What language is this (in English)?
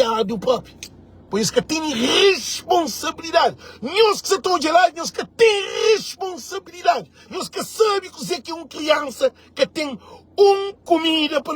Kabuverdianu